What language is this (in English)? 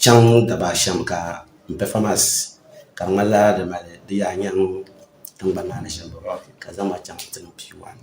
Dagbani